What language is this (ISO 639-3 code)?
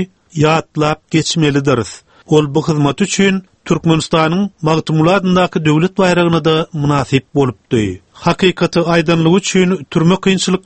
tuk